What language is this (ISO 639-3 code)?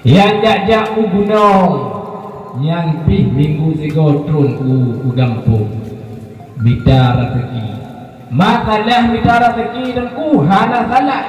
ace